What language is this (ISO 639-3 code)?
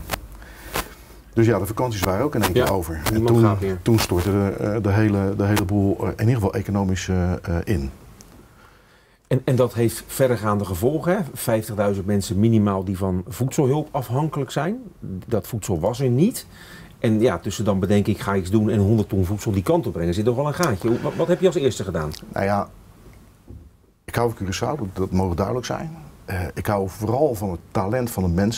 nld